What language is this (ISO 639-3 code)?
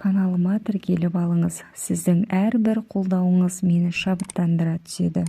kaz